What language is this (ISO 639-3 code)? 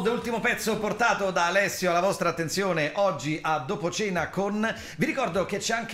ita